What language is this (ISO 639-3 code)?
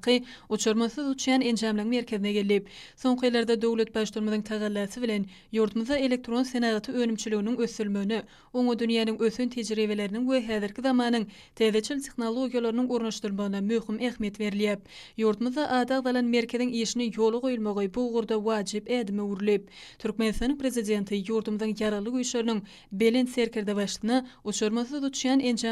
tuk